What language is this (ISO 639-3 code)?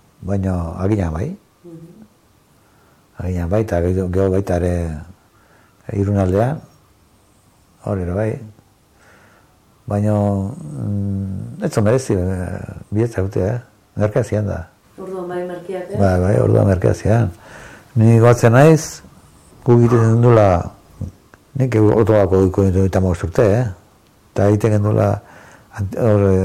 eus